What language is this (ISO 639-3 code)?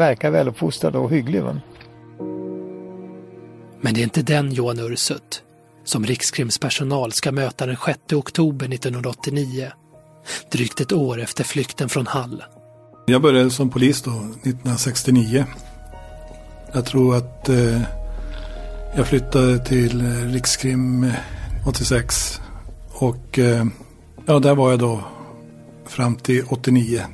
swe